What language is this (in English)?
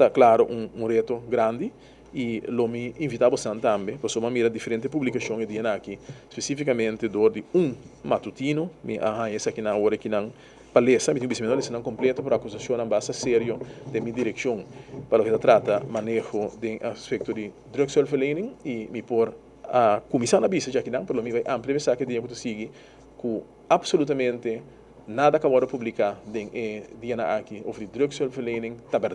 Papiamento